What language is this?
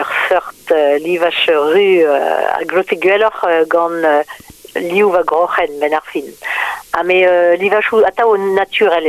Breton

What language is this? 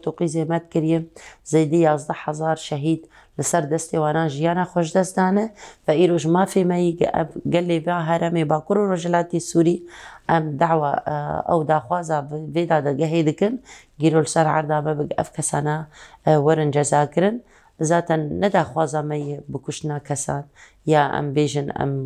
Kurdish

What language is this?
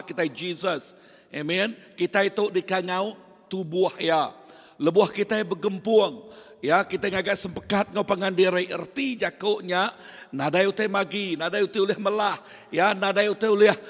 Iban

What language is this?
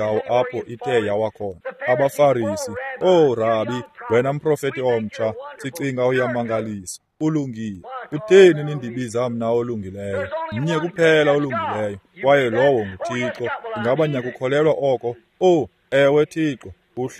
Xhosa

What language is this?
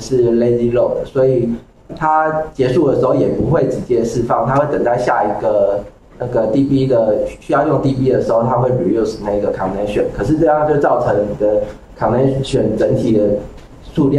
Chinese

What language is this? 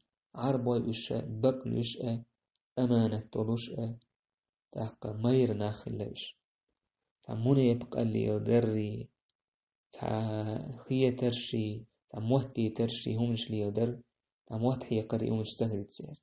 Chechen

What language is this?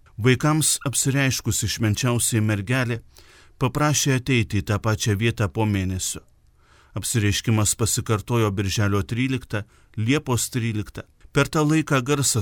Lithuanian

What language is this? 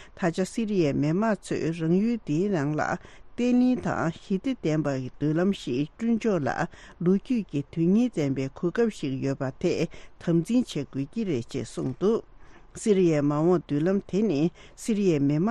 Tibetan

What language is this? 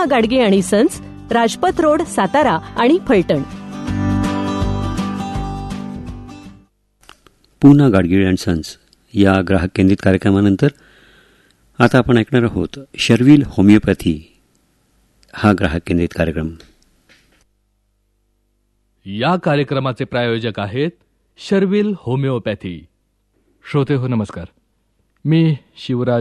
Marathi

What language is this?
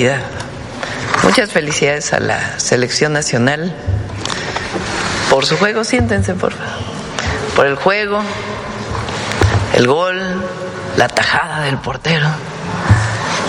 Spanish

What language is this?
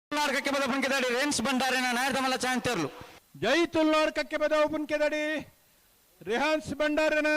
Tulu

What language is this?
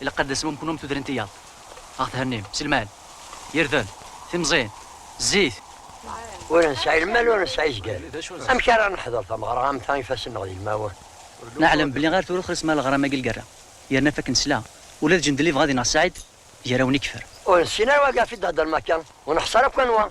Kabyle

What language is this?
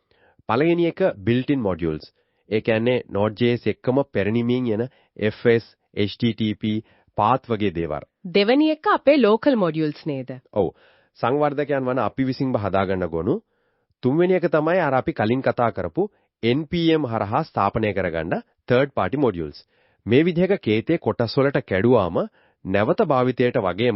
Sinhala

